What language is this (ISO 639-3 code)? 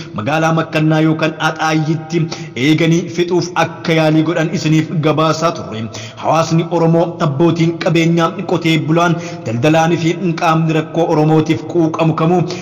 orm